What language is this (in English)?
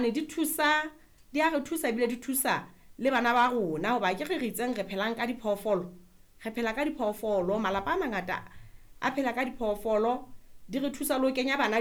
Southern Sotho